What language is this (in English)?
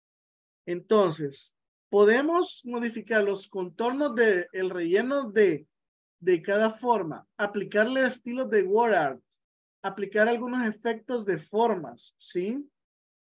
Spanish